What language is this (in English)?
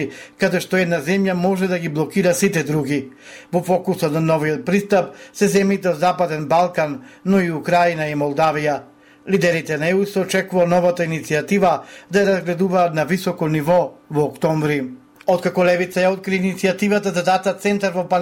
Macedonian